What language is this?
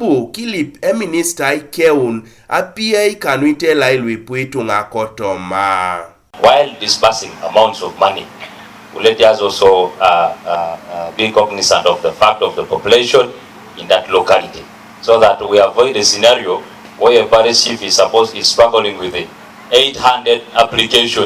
Teso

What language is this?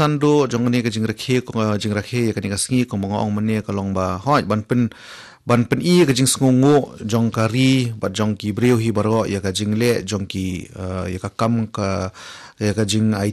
Khasi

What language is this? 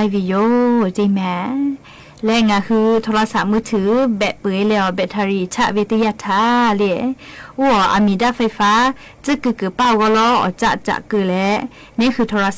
Lahu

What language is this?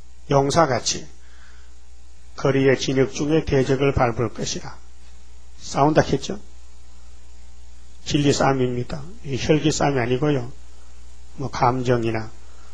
Korean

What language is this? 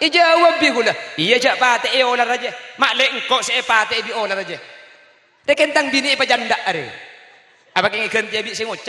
Madurese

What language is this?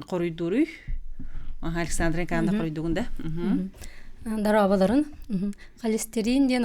Yakut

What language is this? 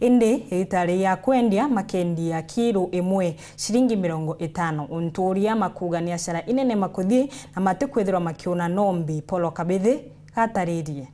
Meru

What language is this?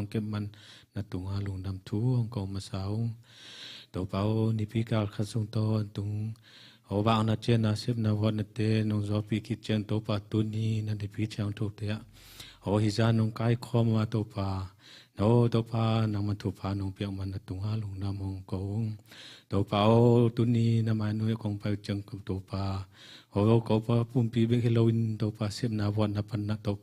Tedim Chin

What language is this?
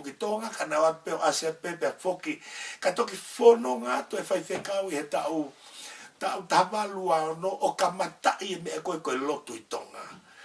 Tongan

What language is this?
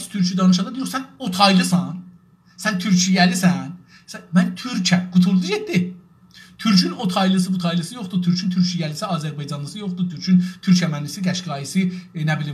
South Azerbaijani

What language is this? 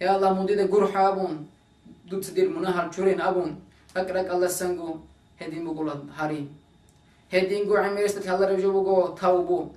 Avaric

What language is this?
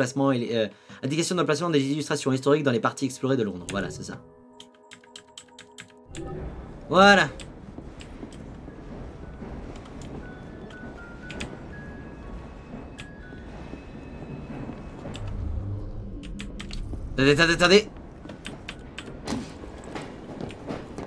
French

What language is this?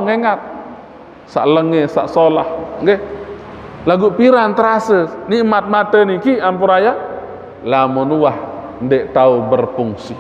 Sasak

